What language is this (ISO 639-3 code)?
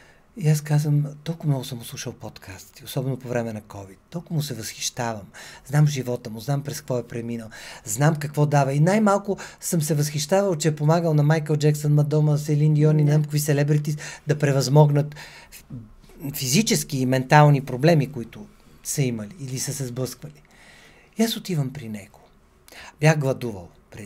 bul